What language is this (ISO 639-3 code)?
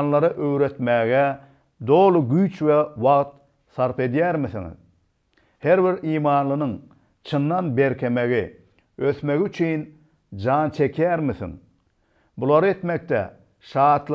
tuk